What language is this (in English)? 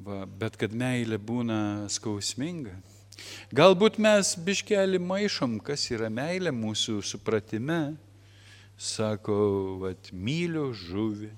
Lithuanian